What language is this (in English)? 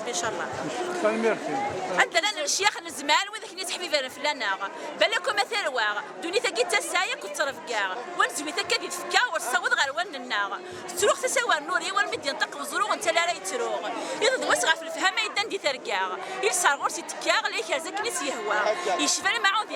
Kabyle